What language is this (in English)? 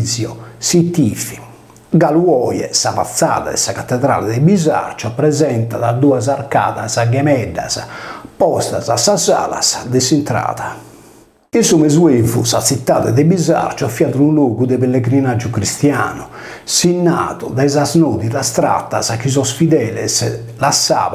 Sardinian